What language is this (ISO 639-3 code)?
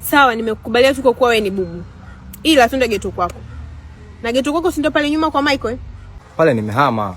swa